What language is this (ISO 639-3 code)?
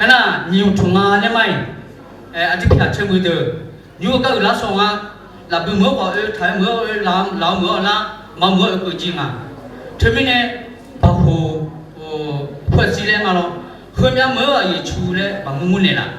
ahk